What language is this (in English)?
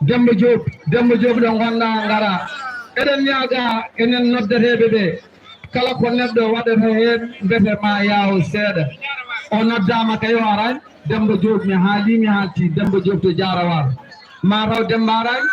Fula